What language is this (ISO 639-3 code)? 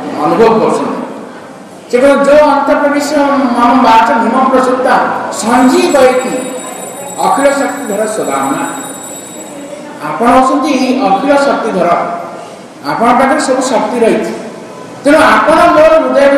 ori